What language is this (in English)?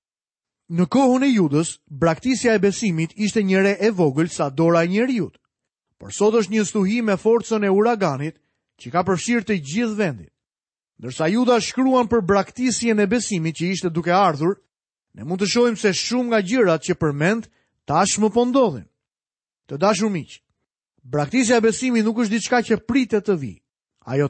Albanian